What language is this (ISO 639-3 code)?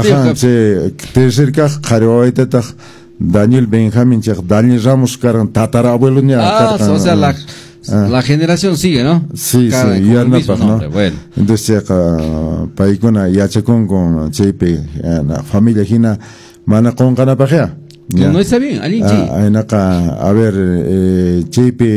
que